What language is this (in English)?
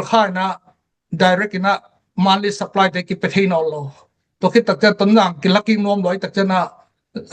Tedim Chin